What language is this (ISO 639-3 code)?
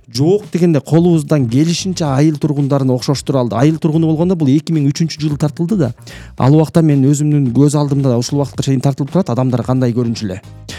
kir